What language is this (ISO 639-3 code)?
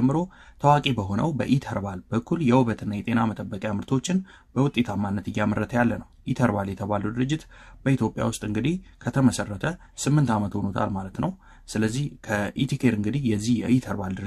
amh